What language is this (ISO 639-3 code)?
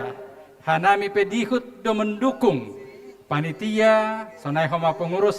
bts